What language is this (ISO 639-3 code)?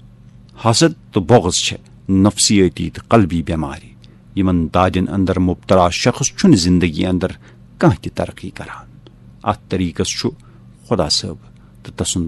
kas